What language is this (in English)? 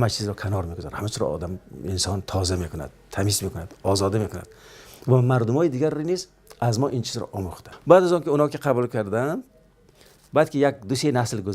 Tajik